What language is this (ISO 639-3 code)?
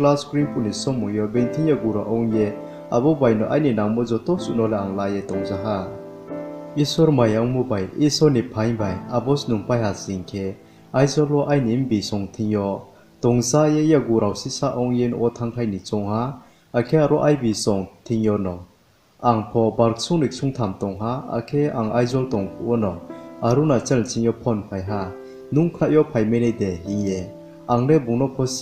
ria